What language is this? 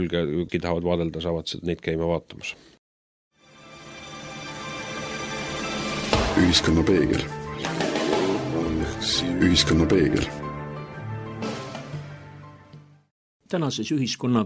Estonian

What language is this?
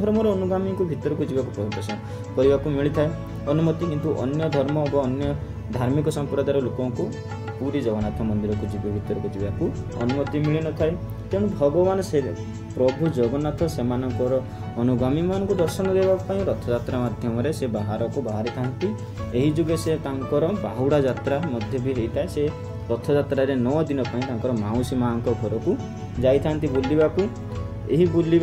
Odia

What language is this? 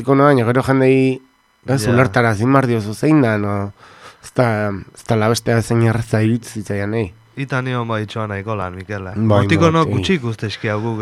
Basque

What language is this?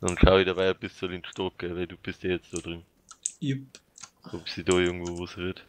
Bavarian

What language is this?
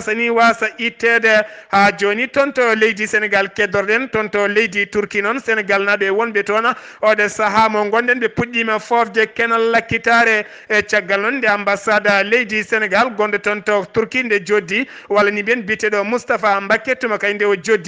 Fula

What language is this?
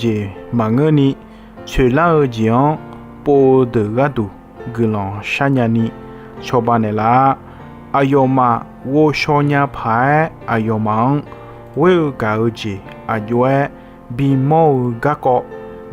Akha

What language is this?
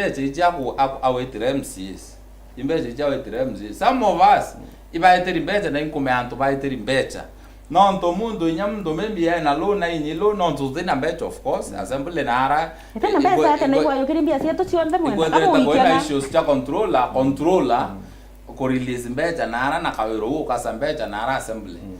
Meru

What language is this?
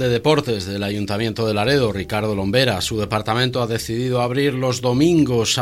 Spanish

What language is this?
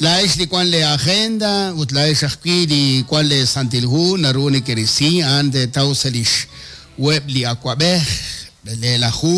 Kekchí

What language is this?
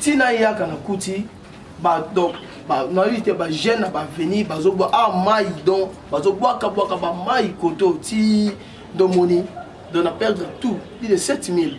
Lingala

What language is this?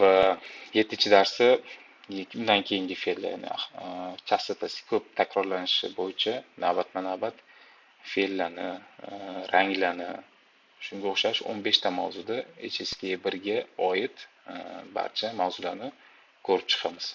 Uzbek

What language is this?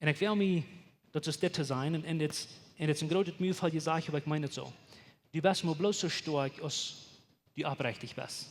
Plautdietsch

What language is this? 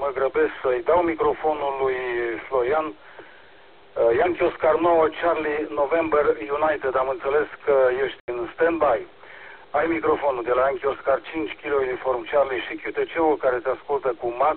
Romanian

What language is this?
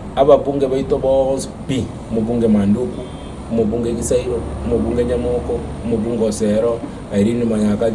Gusii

